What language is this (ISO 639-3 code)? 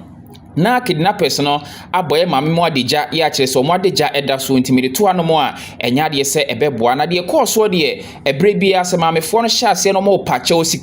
aka